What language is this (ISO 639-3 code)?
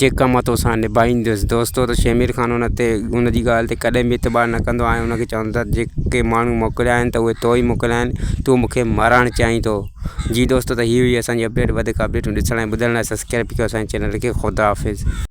snd